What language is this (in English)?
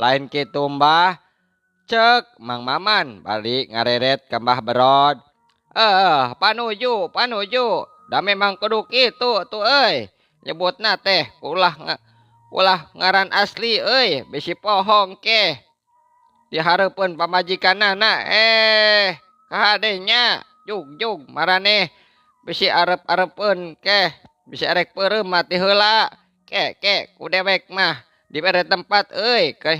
Sundanese